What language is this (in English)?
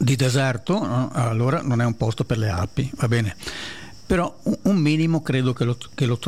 Italian